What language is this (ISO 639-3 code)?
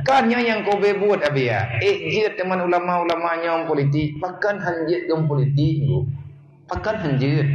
ace